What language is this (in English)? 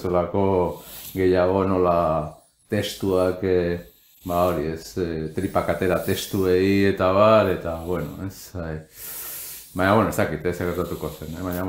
Basque